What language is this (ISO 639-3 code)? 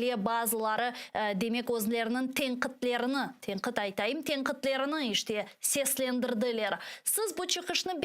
crh